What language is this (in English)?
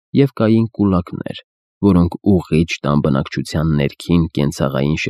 Armenian